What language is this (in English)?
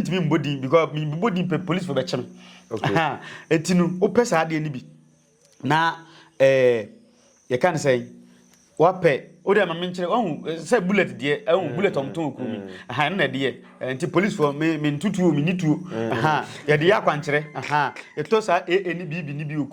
Akan